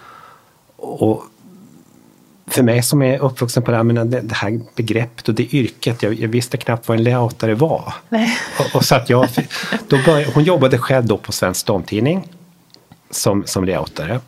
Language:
Swedish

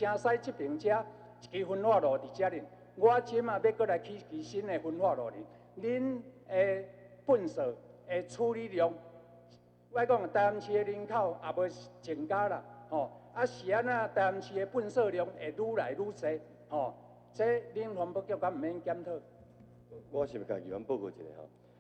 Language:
Min Nan Chinese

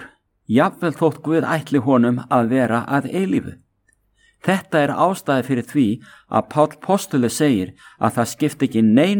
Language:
Icelandic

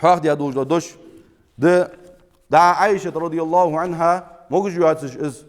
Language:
Ingush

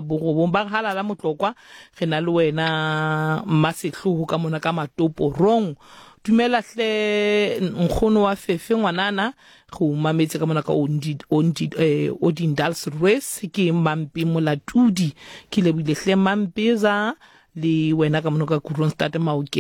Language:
Southern Sotho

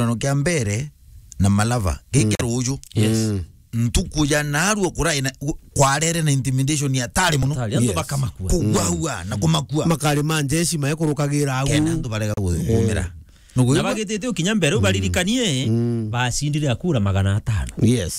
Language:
Meru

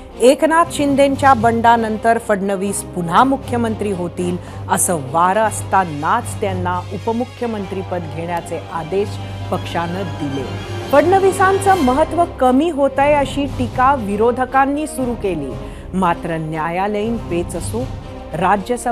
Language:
Marathi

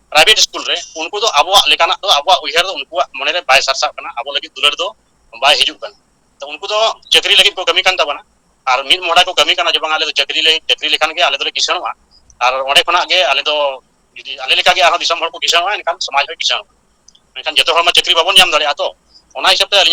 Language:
Santali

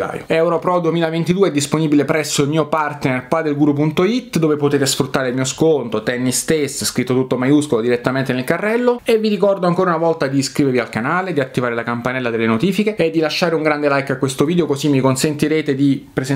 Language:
Italian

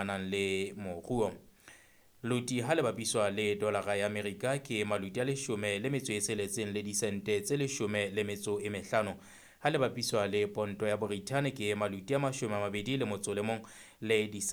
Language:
Southern Sotho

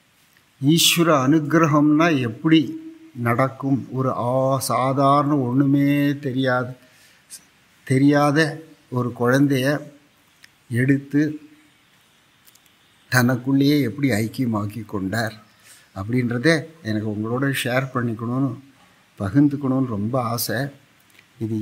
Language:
Tamil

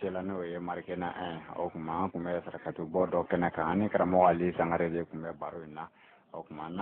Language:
Bambara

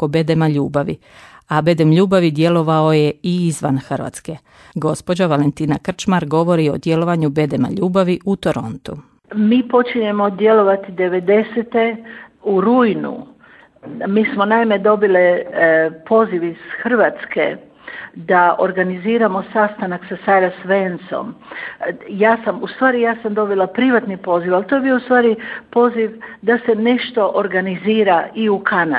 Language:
Croatian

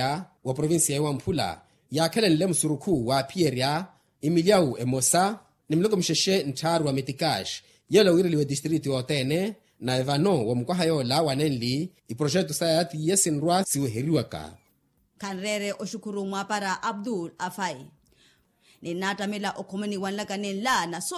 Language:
Makhuwa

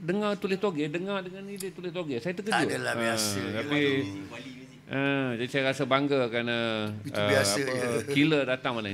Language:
Malay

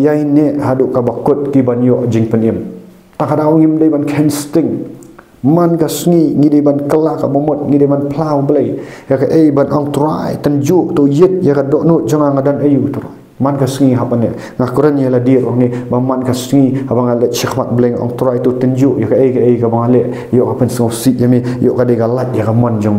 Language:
Khasi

